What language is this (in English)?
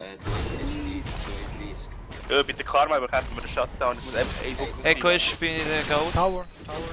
Swiss German